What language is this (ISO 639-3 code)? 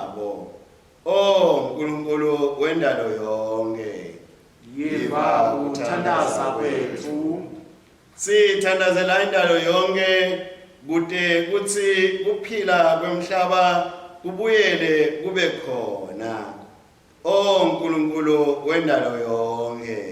ssw